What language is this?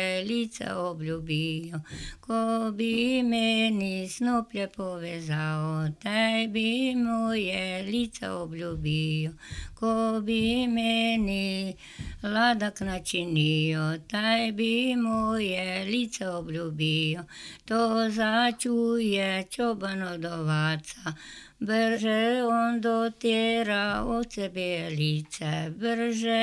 Serbian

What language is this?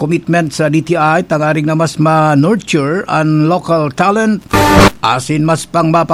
Bikol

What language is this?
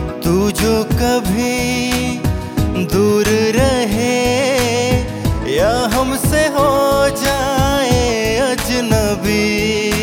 Hindi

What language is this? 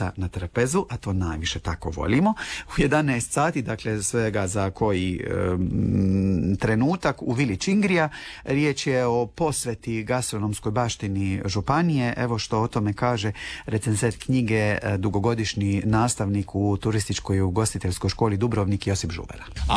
Croatian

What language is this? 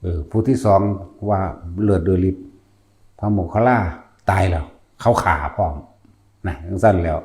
Lao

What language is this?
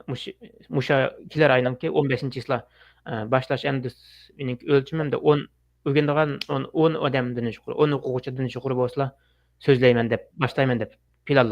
Uyghur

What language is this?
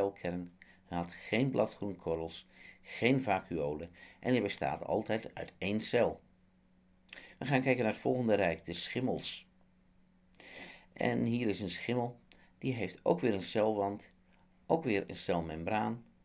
Dutch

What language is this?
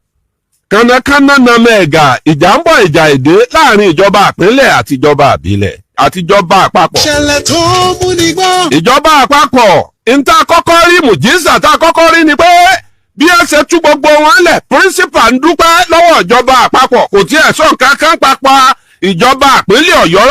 Yoruba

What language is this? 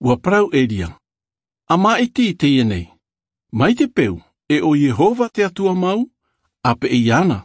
Tahitian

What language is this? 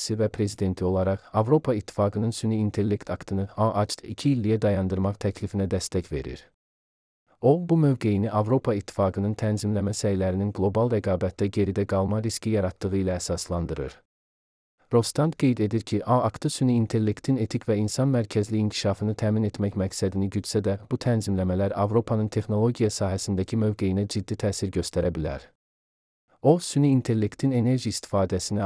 Azerbaijani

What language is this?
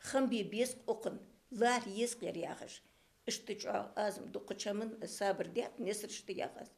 Ingush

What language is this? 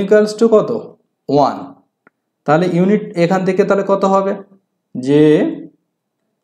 Bangla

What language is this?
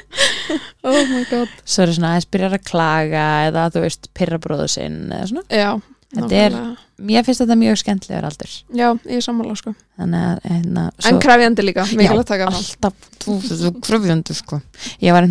Icelandic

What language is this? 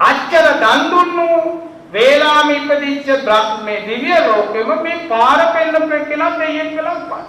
Sinhala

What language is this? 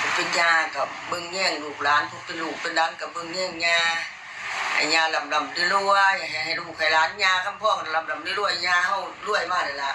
Northeastern Thai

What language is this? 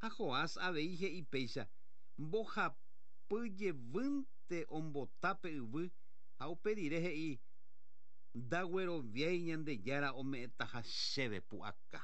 Guarani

